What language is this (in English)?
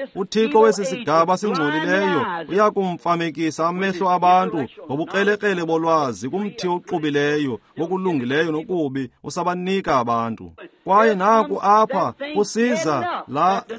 Xhosa